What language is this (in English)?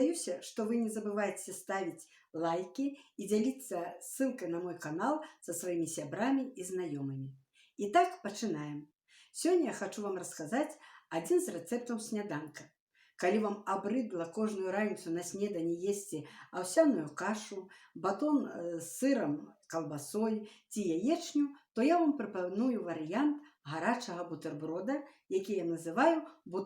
Belarusian